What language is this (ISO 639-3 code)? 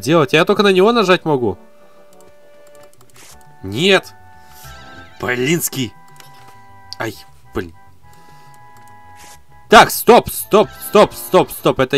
rus